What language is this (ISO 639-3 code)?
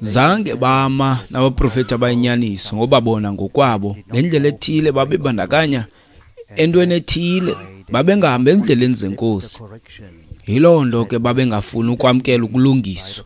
xho